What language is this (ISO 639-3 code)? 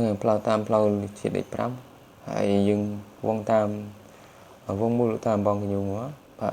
khm